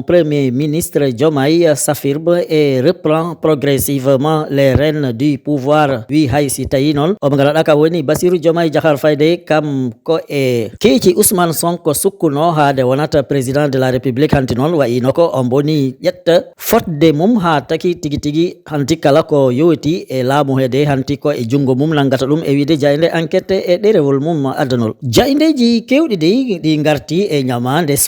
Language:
Fula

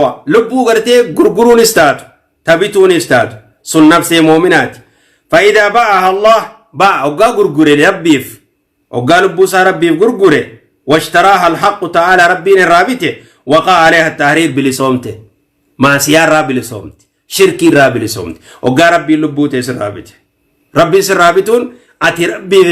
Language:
Oromo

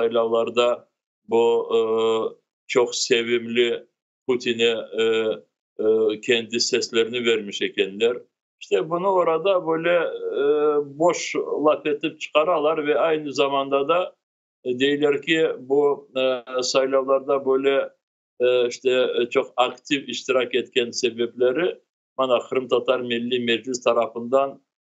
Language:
Crimean Tatar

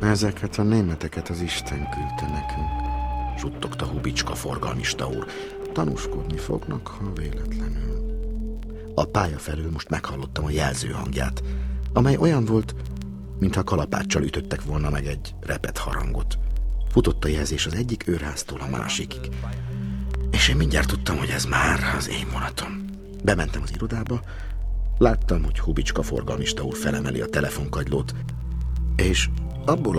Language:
Hungarian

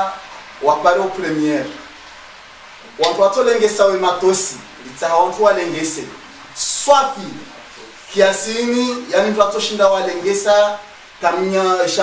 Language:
Swahili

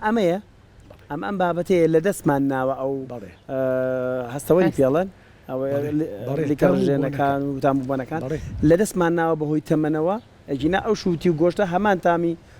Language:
Central Kurdish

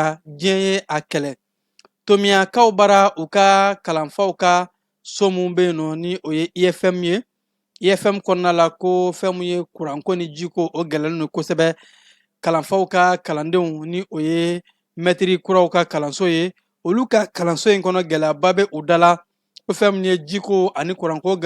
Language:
Bambara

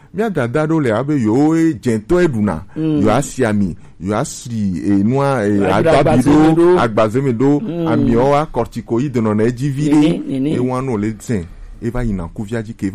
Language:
Gen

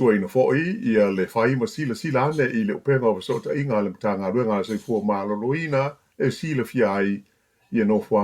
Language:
Samoan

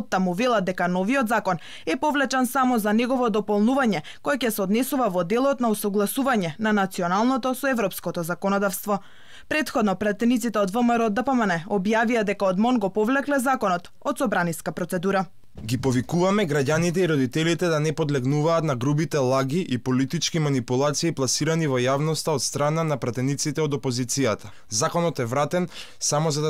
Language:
Macedonian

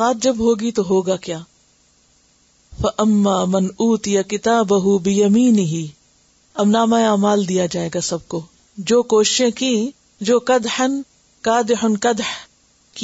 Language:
Urdu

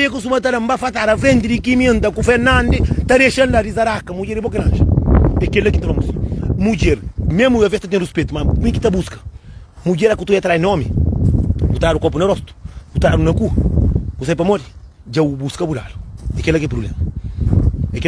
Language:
Kabuverdianu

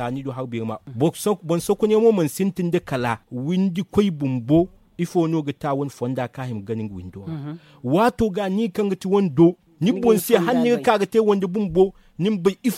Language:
Zarma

